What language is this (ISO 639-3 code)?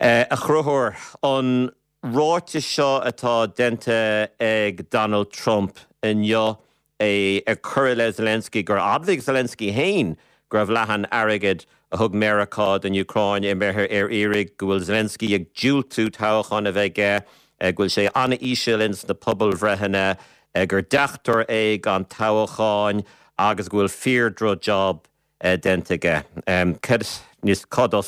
gle